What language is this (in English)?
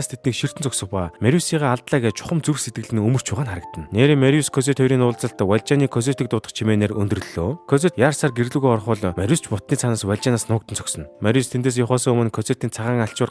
Mongolian